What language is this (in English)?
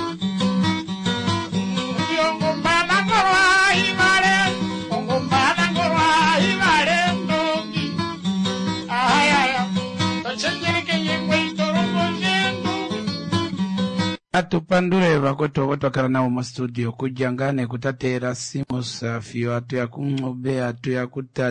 Swahili